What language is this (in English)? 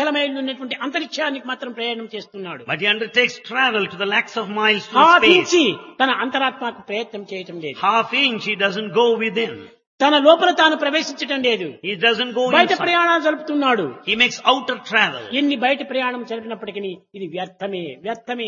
Telugu